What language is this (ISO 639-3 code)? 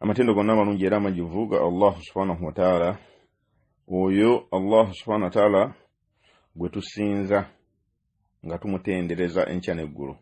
lug